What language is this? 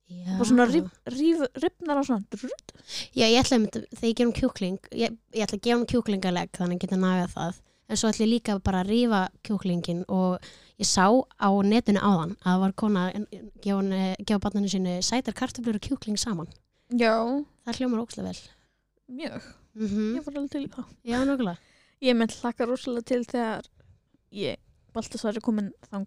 Icelandic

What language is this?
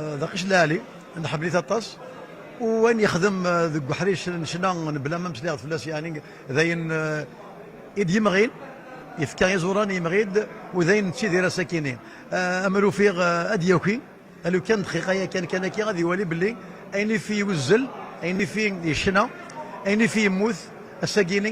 Kabyle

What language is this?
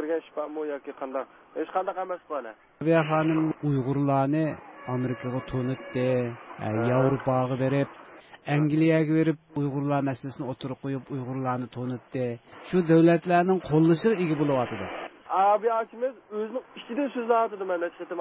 Uyghur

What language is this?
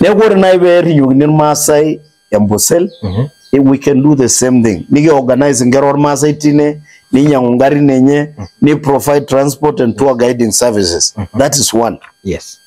Masai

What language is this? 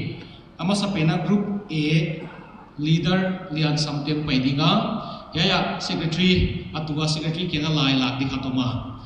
Paite Chin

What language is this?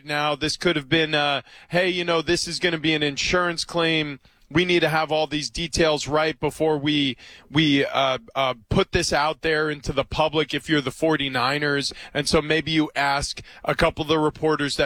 English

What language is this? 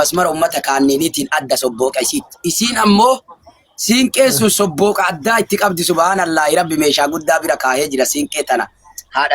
Oromo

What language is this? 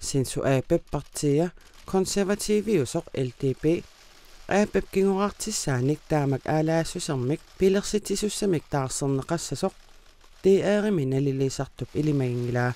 Kalaallisut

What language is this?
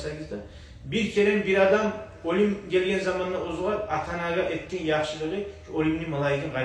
Kumyk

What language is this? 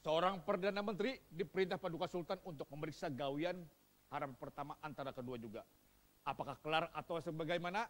Banjar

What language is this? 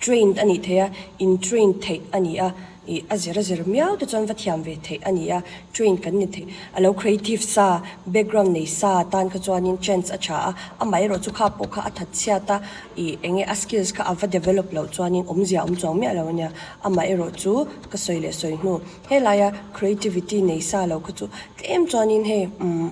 Mizo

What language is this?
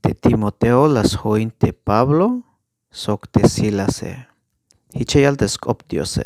Tzeltal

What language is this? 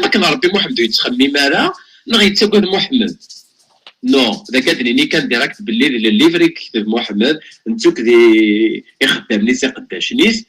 Kabyle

